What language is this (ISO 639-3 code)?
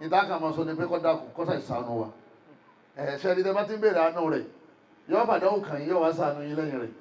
yor